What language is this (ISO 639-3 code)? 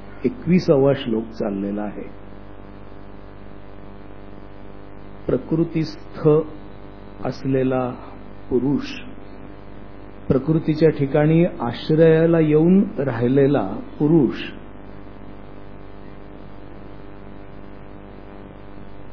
mar